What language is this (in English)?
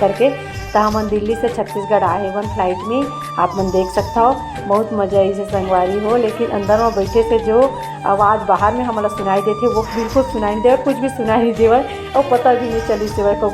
Chhattisgarhi